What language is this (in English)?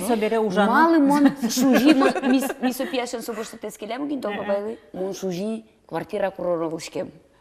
Udmurt